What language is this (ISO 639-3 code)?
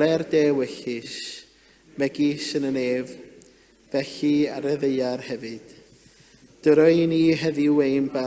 cym